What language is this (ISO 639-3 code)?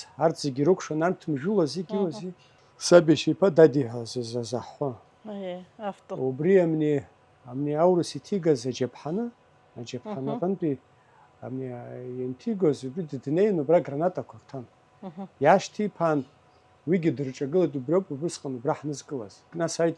abk